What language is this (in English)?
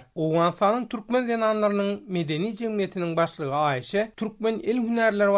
Turkmen